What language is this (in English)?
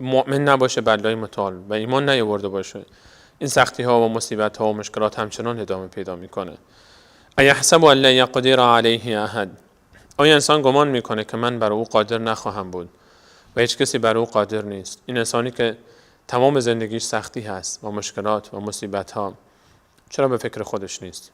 Persian